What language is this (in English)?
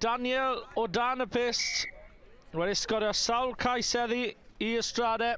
Welsh